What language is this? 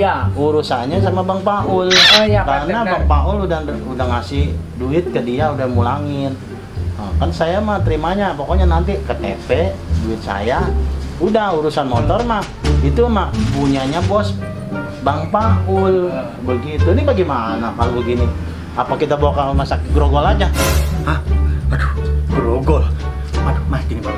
Betawi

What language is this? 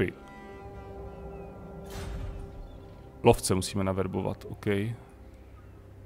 Czech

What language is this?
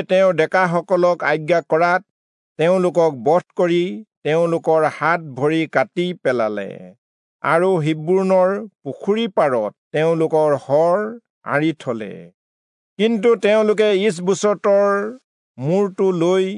Assamese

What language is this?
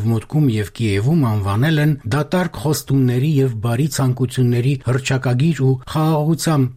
Armenian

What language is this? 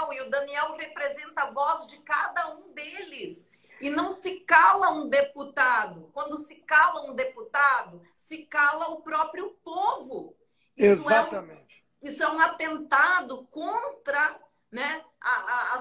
Portuguese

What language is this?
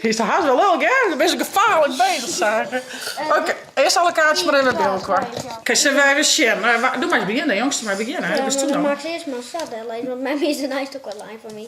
Western Frisian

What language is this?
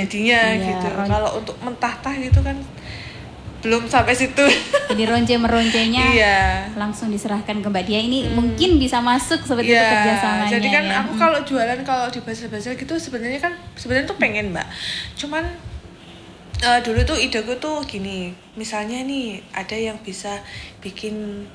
Indonesian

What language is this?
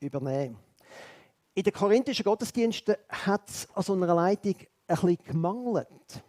Swiss German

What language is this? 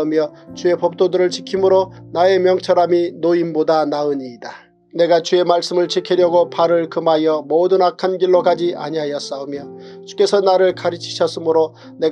Korean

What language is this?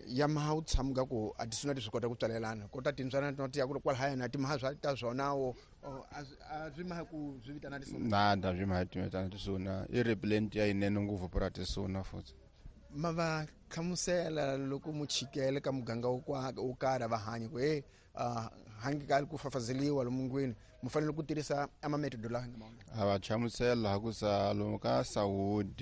Tsonga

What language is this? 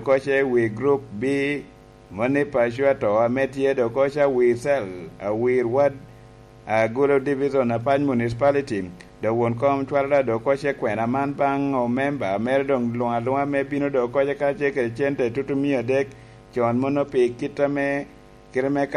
Lango (Uganda)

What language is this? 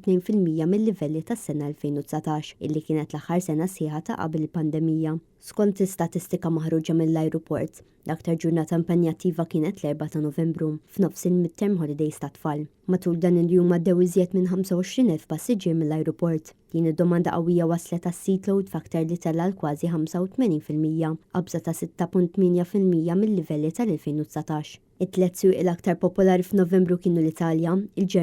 Maltese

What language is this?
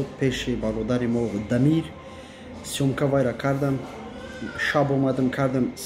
Tajik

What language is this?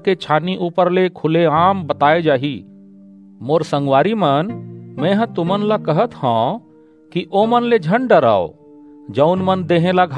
Chhattisgarhi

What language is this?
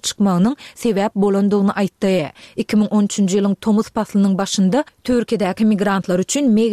Turkmen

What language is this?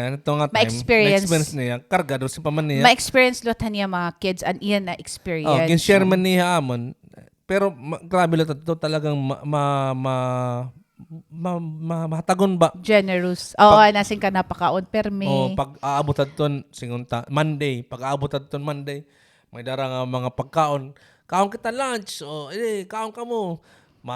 Waray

